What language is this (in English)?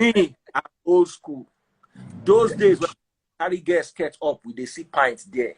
Nigerian Pidgin